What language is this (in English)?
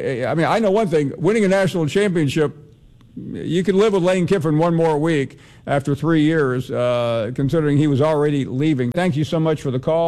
English